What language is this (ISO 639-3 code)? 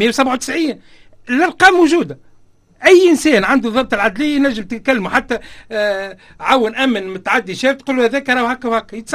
aeb